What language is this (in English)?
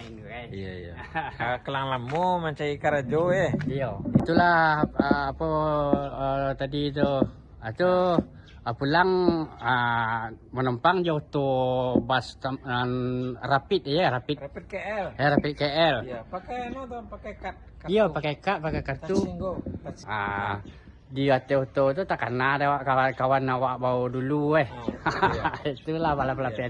Minangkabau